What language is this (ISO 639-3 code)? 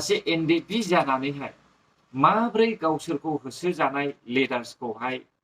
brx